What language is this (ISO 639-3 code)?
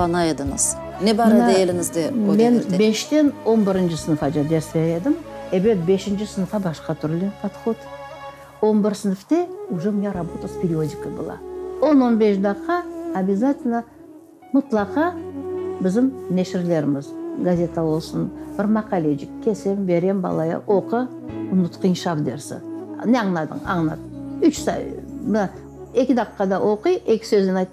crh